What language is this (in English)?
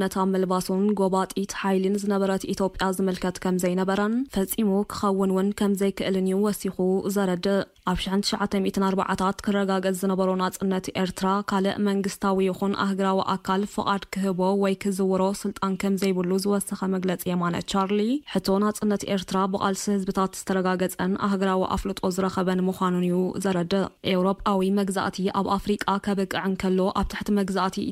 Tigrinya